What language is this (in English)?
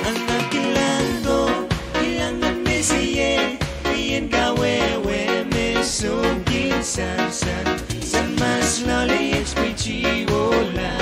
Pohnpeian